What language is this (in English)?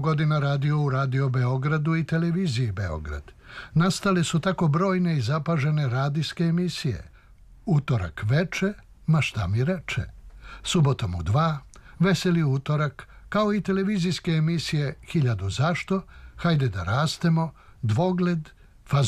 Serbian